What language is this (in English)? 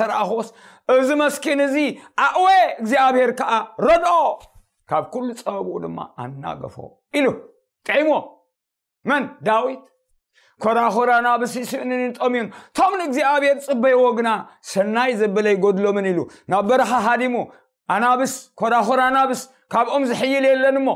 Tigrinya